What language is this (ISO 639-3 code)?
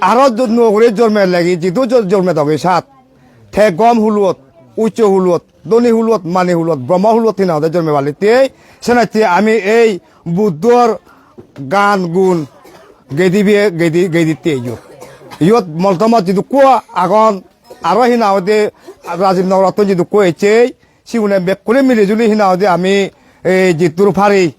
ccp